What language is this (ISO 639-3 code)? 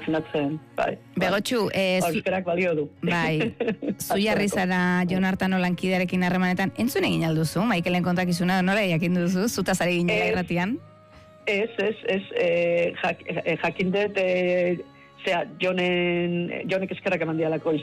eus